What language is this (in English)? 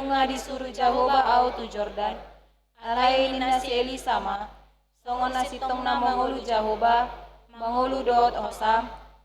Batak Toba